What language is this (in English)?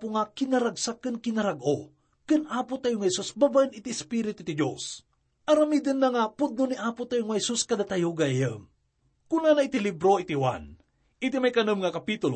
Iloko